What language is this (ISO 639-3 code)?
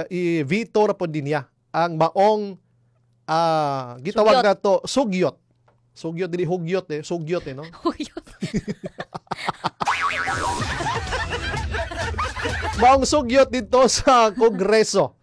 ceb